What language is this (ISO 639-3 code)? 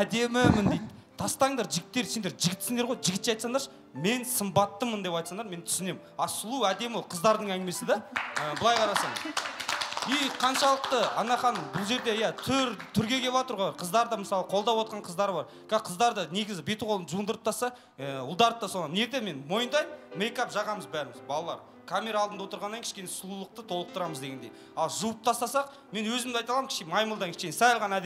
kaz